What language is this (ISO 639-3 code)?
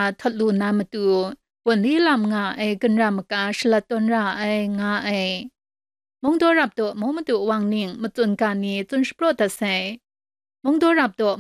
kac